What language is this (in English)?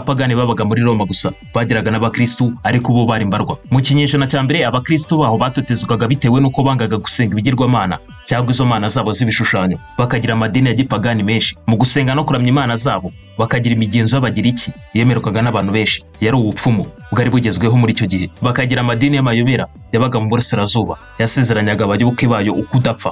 Kinyarwanda